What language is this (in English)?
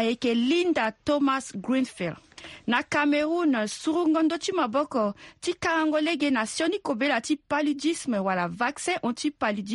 Sango